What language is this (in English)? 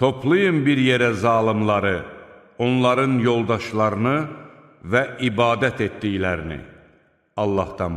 Azerbaijani